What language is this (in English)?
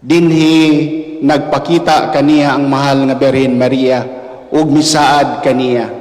Cebuano